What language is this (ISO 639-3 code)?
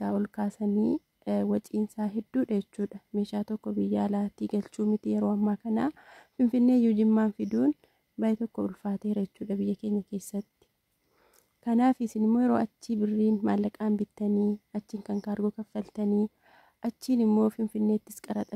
orm